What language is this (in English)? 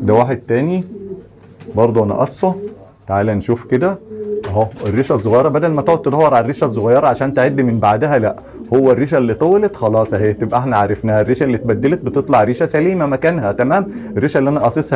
Egyptian Arabic